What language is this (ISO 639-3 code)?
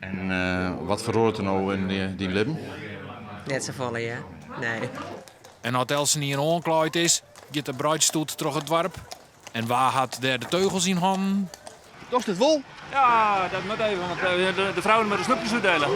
fry